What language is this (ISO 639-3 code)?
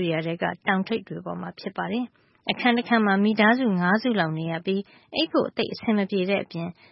mya